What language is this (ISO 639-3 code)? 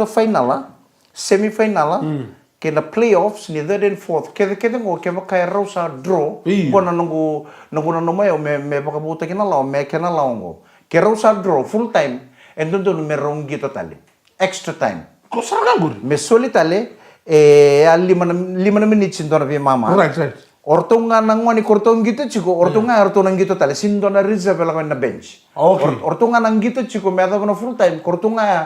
fij